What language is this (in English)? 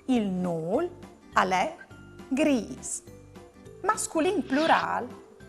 Friulian